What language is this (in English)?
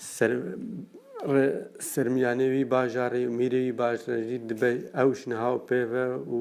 Kurdish